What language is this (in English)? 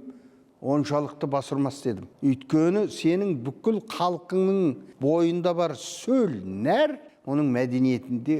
Kazakh